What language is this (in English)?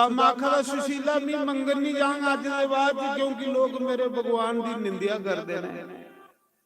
Dogri